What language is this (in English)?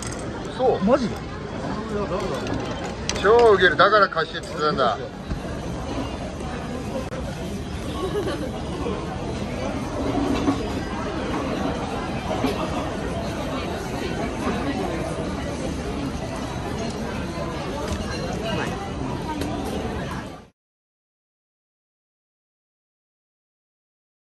Japanese